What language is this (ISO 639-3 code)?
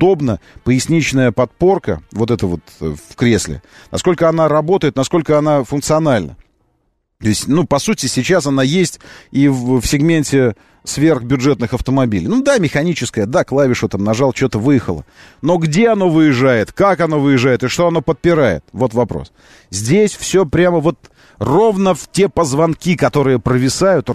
rus